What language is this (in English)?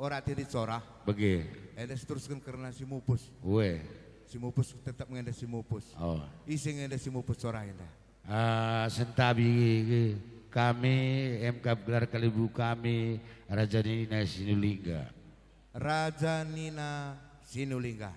Batak Karo